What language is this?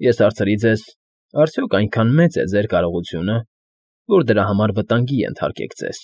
Armenian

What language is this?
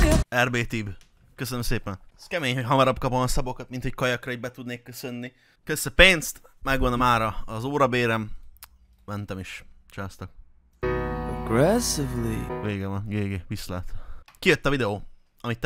Hungarian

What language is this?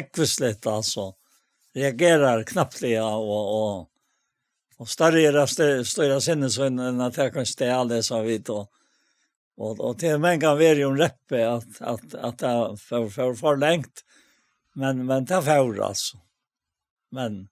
Faroese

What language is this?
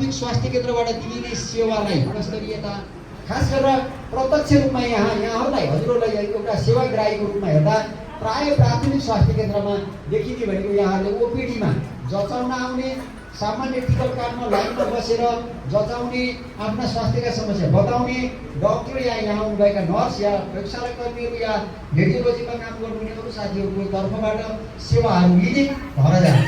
Nepali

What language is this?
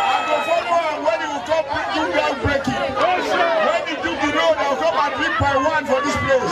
Nigerian Pidgin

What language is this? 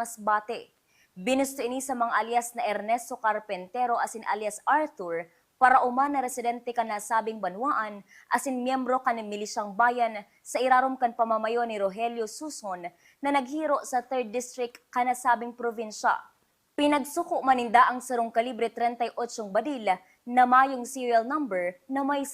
Bikol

